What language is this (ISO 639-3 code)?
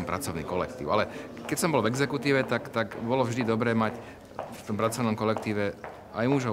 slk